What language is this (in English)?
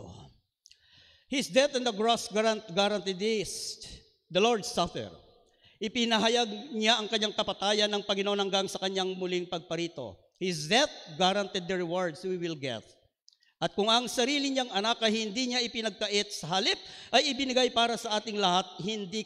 Filipino